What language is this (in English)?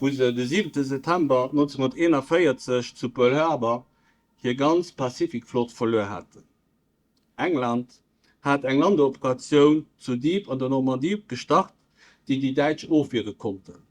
Luxembourgish